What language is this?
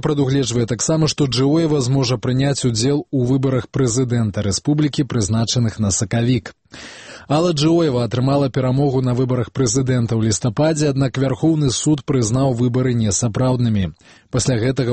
Belarusian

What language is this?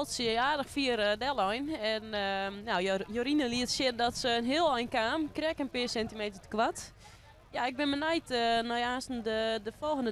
Western Frisian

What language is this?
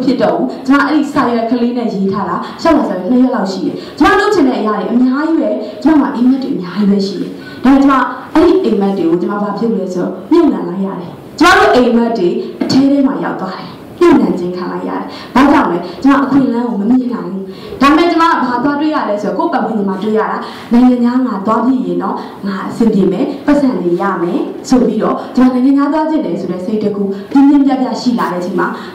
Burmese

